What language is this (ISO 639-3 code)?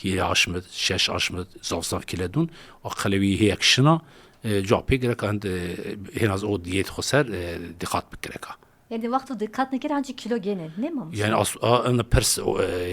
zza